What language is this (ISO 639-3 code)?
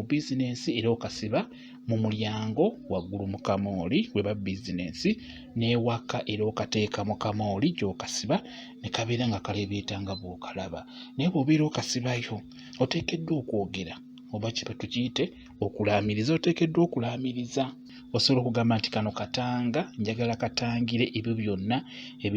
lug